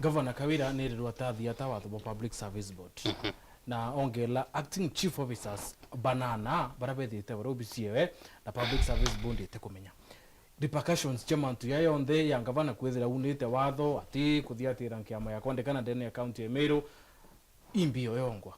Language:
Meru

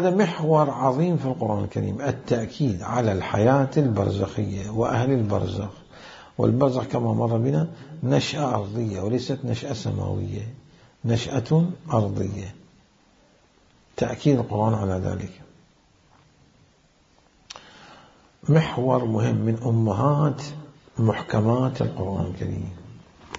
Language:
Arabic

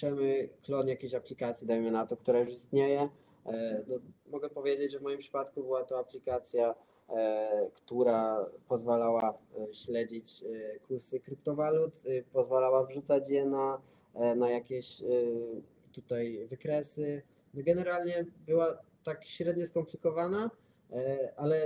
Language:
Polish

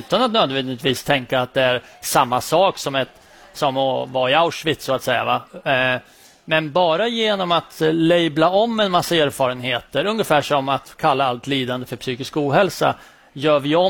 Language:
Swedish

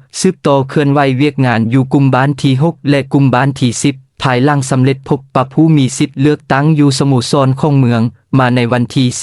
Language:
Lao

